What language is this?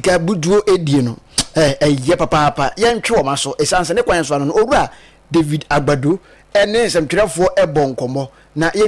Akan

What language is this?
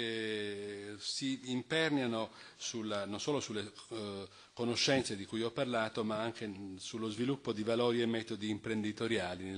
Italian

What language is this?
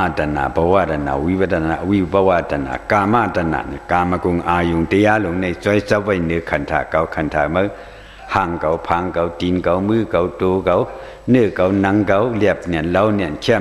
Shan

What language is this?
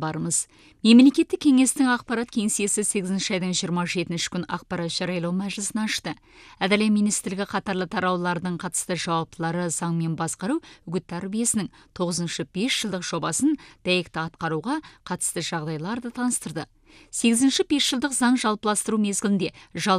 Kazakh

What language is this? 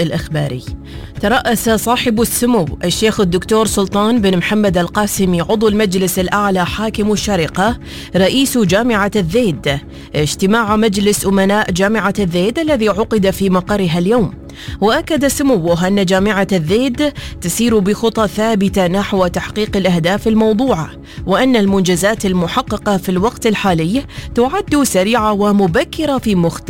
Arabic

